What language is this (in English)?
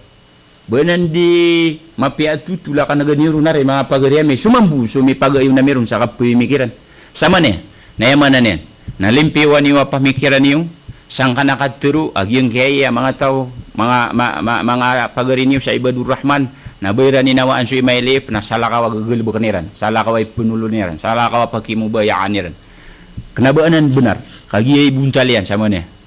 Maranao